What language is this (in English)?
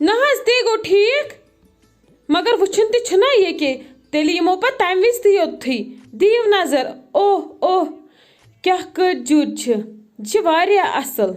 Kashmiri